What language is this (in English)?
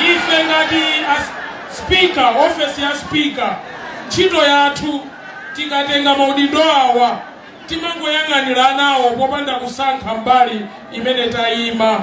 Nyanja